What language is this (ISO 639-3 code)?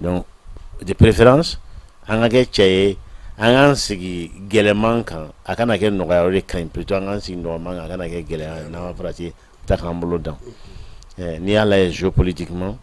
bam